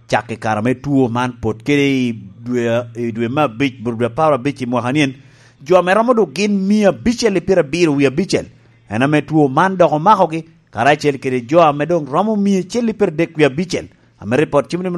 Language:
Lango (Uganda)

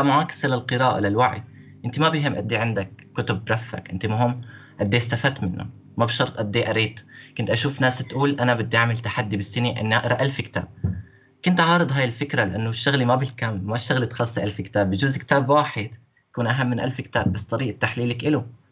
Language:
North Levantine Arabic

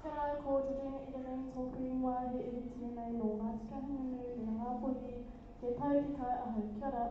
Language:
Māori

